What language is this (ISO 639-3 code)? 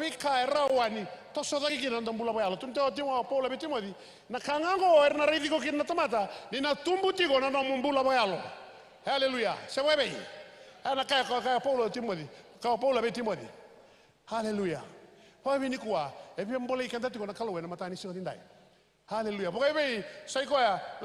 fij